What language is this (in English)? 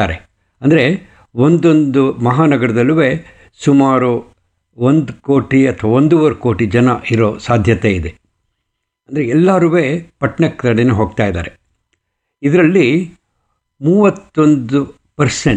Kannada